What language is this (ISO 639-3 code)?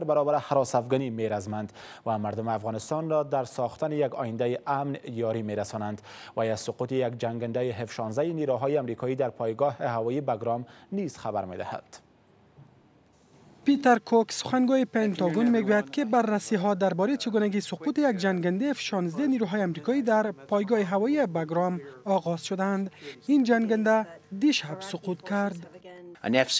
fas